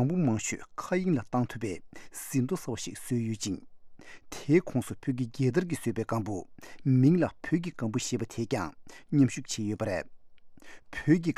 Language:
Tibetan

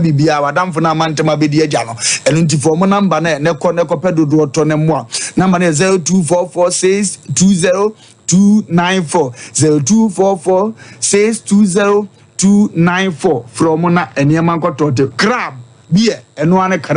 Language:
Akan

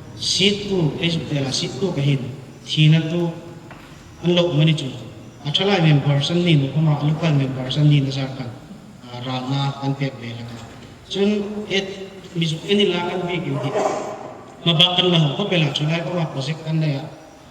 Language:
Hmar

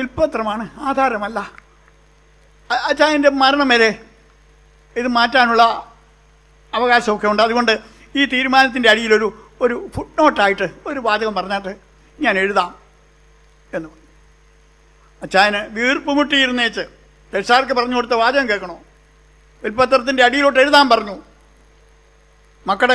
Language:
Malayalam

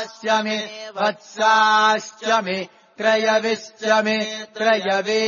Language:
Sanskrit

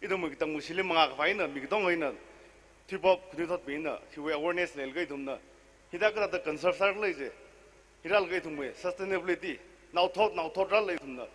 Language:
Tangkhul Naga (India)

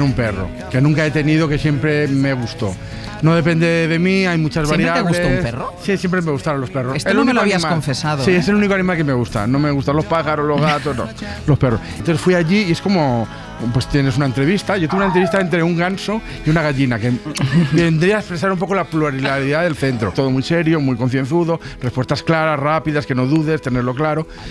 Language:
Spanish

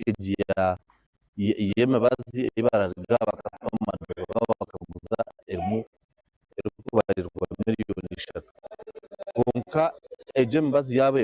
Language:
Nyankole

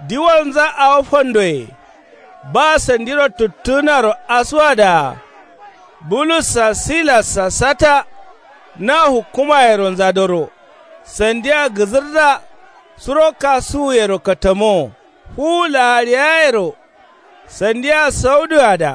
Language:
Kanuri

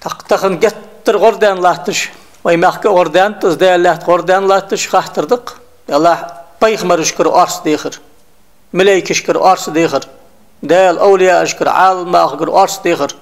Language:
Ingush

